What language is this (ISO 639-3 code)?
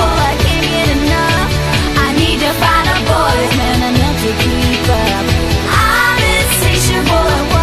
eng